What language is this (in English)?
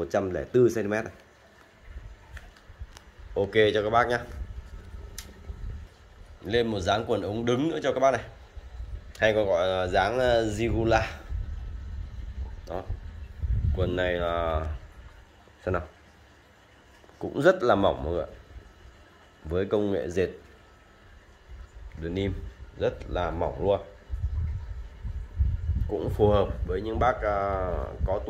Vietnamese